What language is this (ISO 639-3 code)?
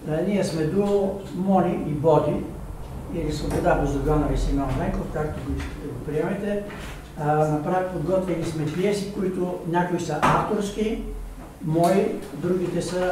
bul